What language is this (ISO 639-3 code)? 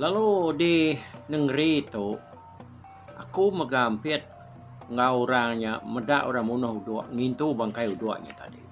iba